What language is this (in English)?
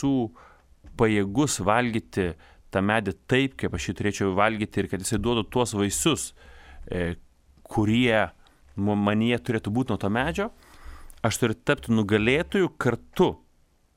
Lithuanian